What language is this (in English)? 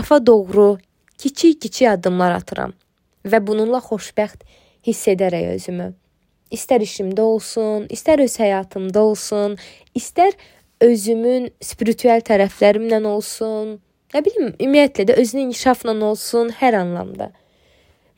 Azerbaijani